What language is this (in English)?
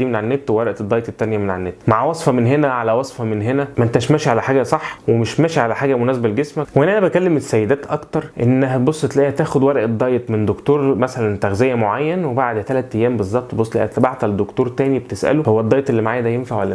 Egyptian Arabic